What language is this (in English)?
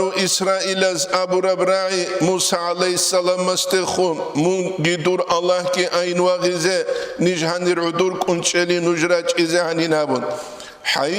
Avaric